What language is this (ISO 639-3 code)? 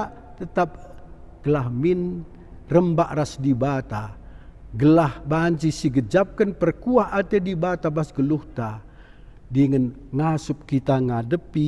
btx